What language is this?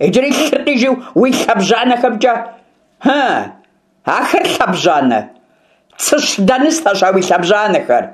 Kabardian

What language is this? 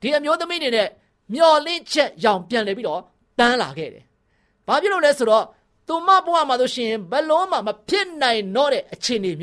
Burmese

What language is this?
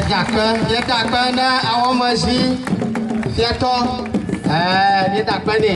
Ewe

